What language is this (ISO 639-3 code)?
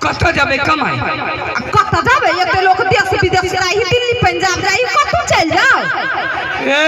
mai